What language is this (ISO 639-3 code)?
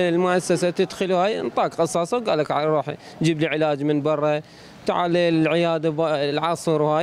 acm